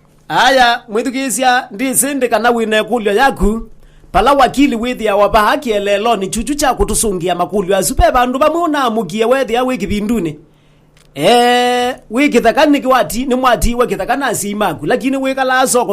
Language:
Kamba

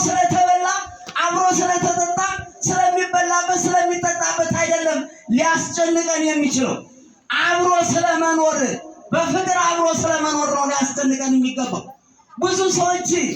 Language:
Amharic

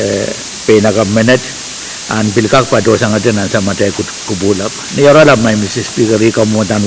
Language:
Pohnpeian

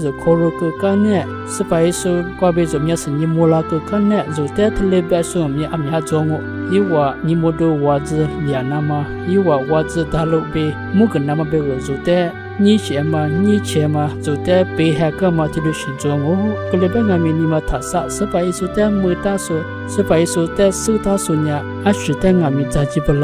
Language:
Lisu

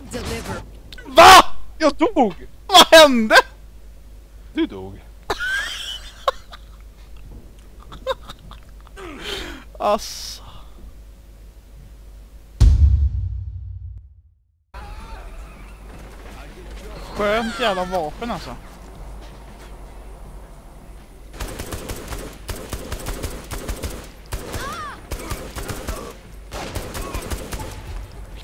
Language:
Swedish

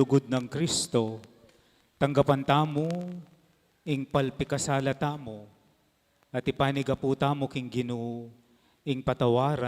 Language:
Pampanga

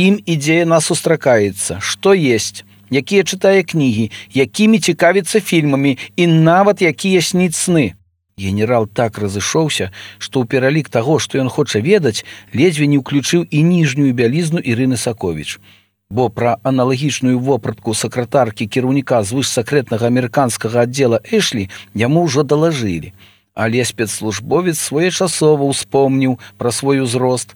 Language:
Belarusian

